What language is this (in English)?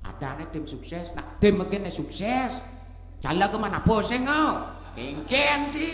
Balinese